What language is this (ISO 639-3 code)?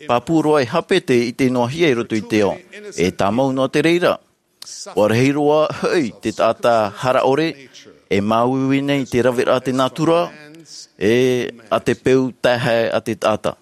tah